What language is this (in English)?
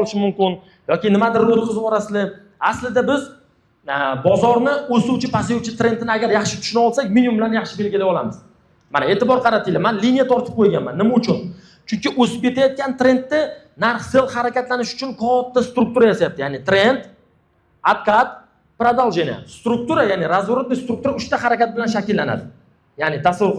Uzbek